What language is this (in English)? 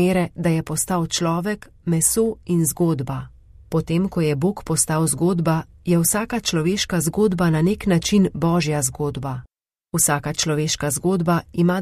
Slovenian